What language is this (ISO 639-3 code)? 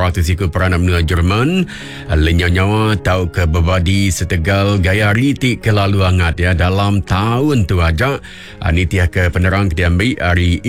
iba